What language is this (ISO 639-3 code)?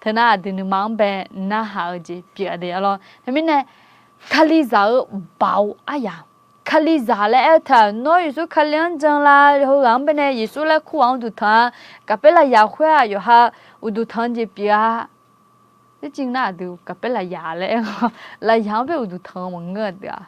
ahk